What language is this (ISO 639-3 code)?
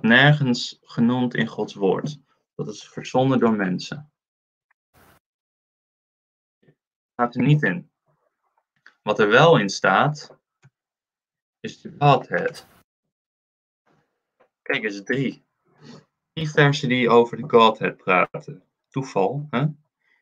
nld